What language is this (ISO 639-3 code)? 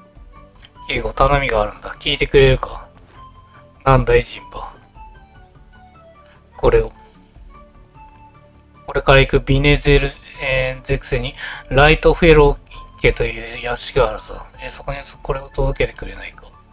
jpn